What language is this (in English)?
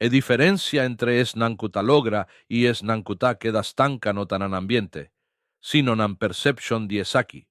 Papiamento